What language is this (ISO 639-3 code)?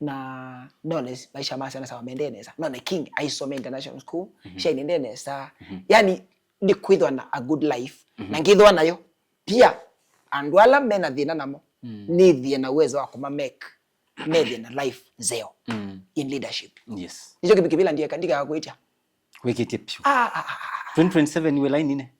kam